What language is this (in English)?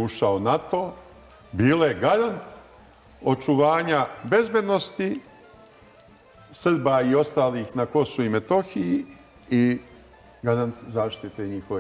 Serbian